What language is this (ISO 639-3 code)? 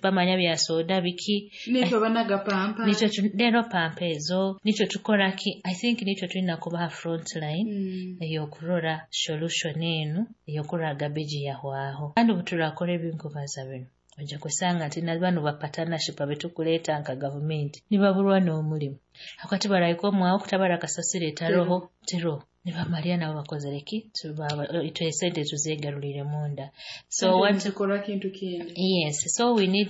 nyo